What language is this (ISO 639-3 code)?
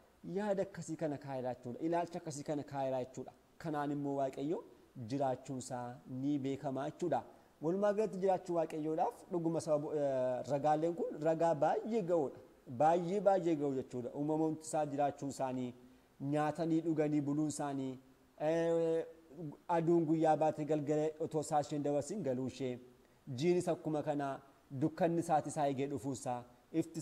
orm